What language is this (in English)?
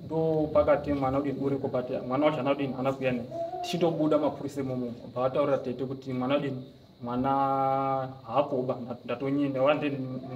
Shona